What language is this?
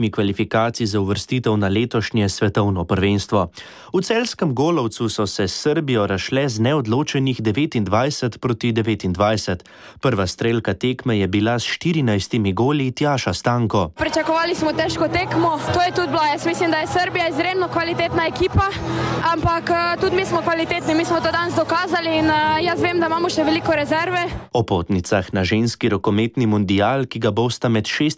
Slovenian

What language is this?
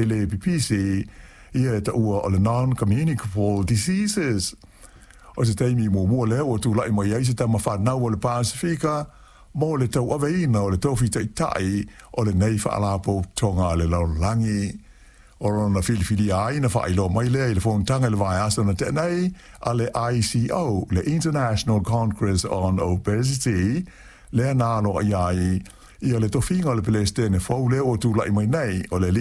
Samoan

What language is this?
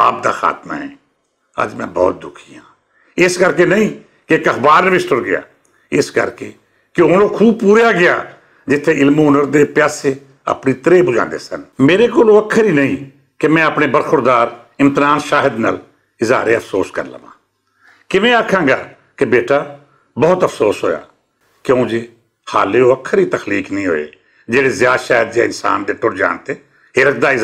Western Panjabi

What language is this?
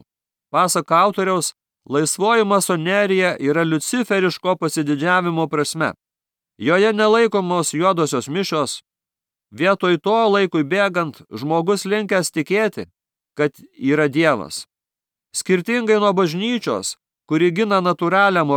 Lithuanian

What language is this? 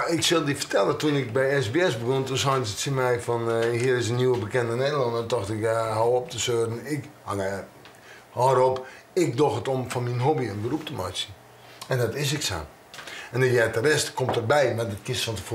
Western Frisian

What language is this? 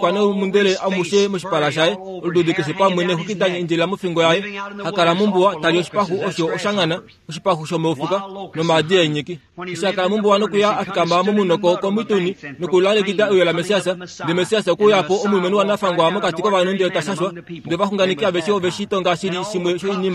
Kuanyama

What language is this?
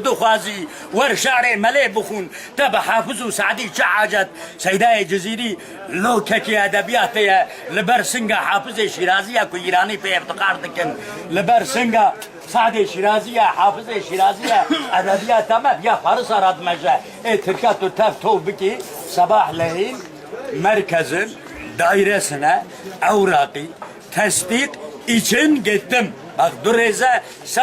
Kurdish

